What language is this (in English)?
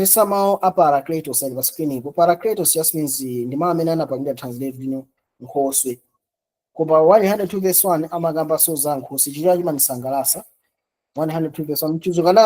Nyanja